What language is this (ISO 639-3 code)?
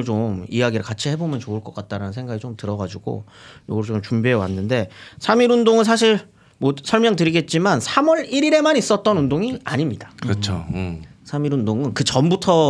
kor